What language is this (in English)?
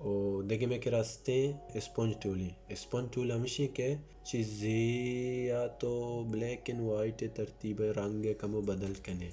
Baluchi